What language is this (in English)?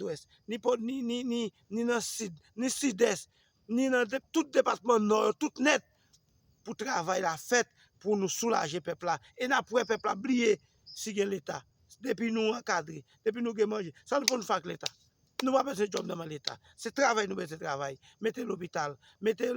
Haitian Creole